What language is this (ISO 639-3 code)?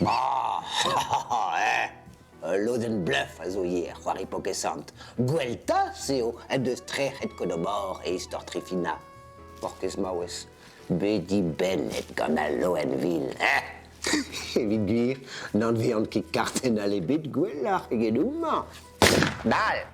bre